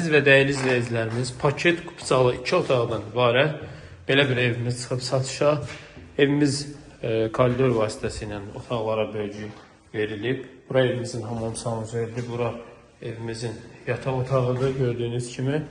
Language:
Azerbaijani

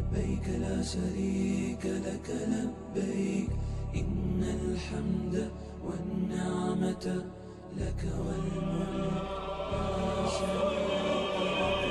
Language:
Ingush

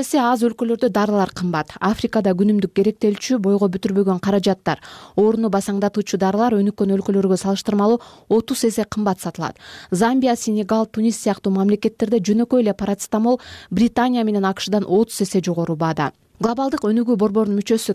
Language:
Kyrgyz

